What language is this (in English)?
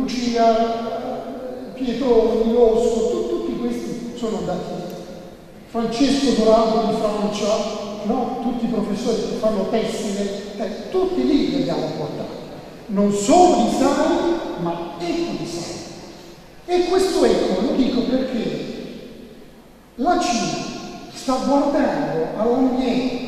Italian